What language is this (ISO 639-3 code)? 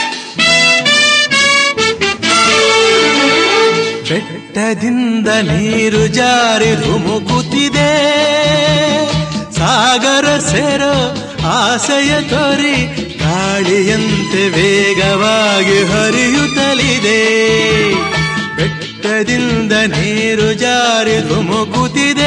kan